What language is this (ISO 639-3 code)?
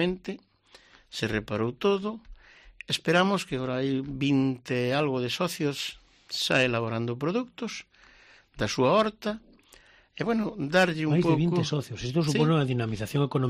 glg